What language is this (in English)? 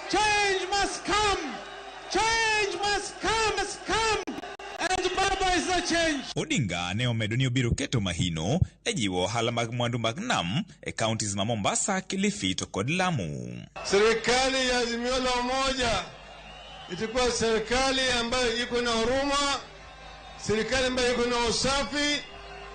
Luo (Kenya and Tanzania)